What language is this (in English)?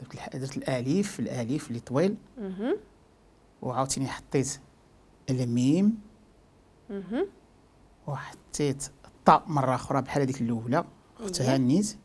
Moroccan Arabic